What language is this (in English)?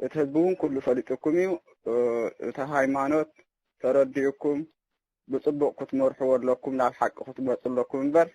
Tigrinya